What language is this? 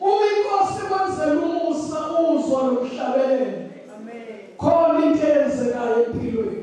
Zulu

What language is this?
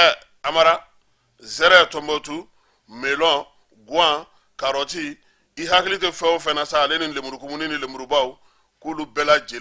Bambara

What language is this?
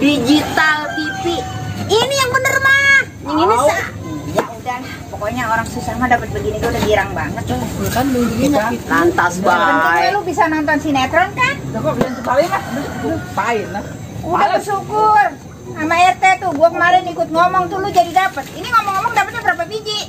Betawi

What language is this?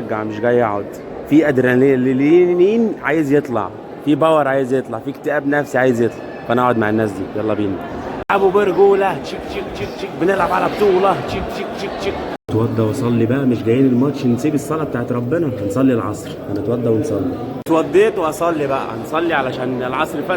Egyptian Arabic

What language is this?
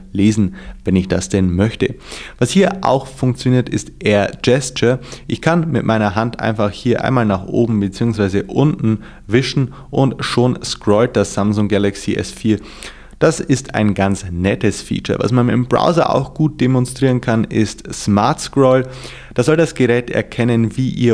German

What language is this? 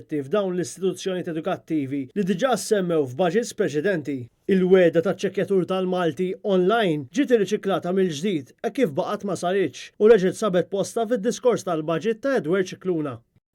Maltese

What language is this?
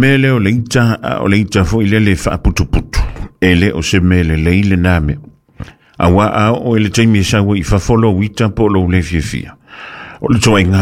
Samoan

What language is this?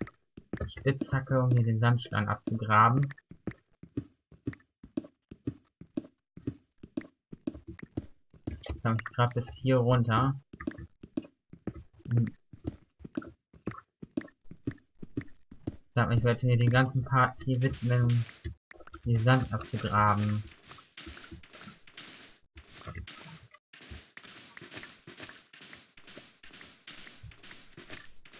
German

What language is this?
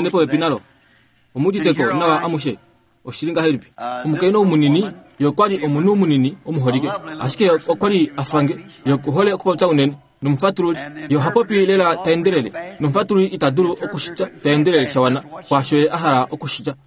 Kuanyama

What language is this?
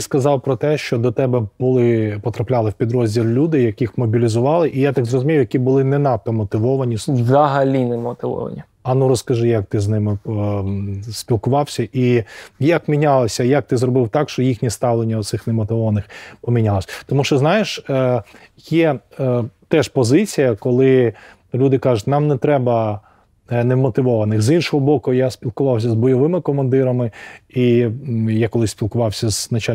Ukrainian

